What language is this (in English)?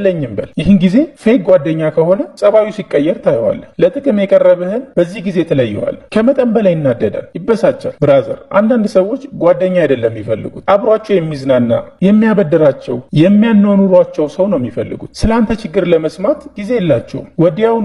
Amharic